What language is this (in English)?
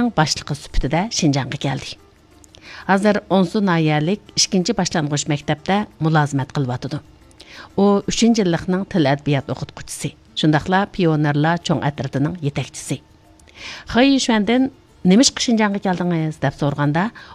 Uyghur